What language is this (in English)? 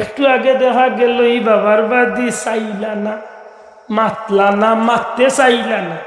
Sylheti